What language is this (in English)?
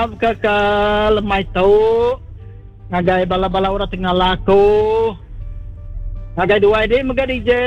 Iban